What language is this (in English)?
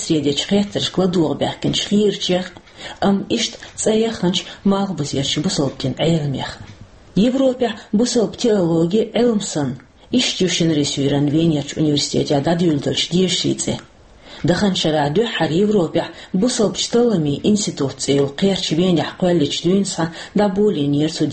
Chechen